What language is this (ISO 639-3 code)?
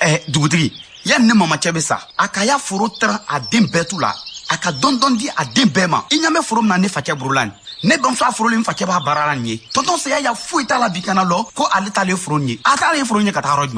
bam